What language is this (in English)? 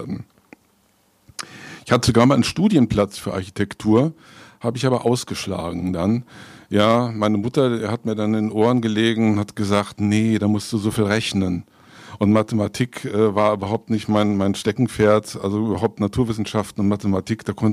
German